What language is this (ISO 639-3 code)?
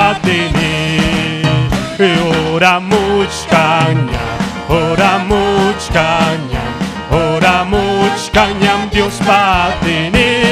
quy